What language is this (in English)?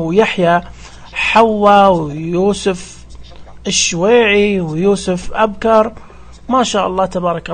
Najdi Arabic